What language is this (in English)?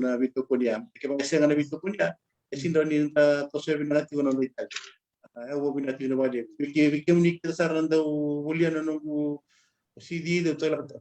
Fijian